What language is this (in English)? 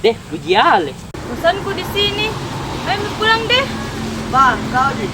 Makassar Malay